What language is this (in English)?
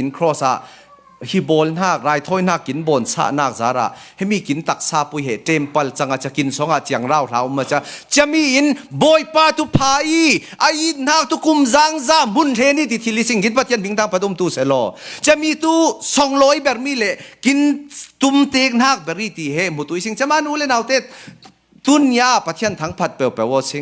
Falam Chin